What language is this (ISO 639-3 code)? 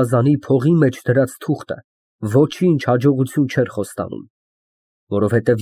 hye